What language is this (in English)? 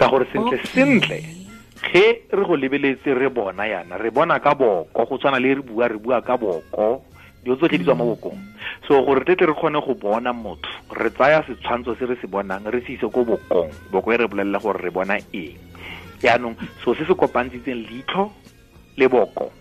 Tswana